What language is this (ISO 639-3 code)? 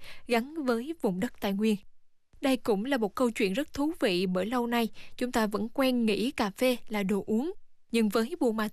vie